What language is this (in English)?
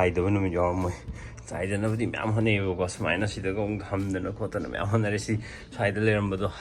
Manipuri